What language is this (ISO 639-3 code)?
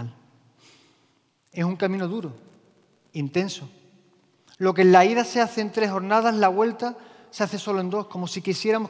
spa